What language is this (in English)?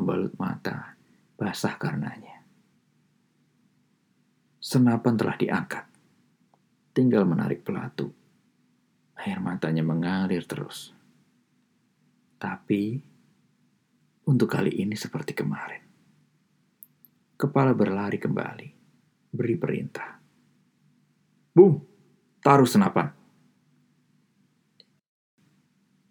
Indonesian